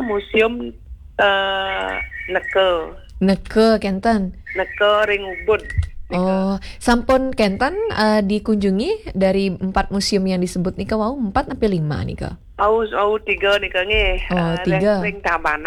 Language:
Balinese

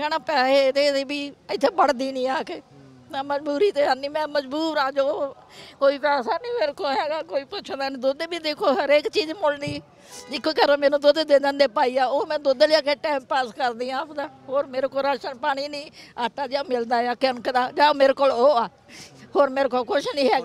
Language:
Punjabi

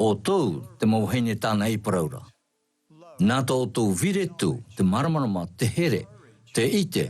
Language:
Tahitian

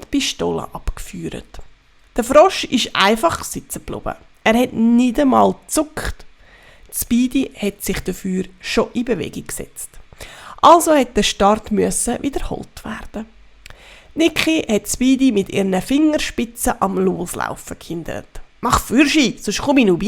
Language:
Swiss German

